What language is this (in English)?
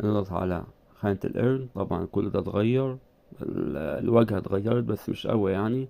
Egyptian Arabic